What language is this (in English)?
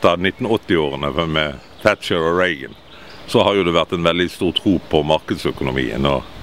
Norwegian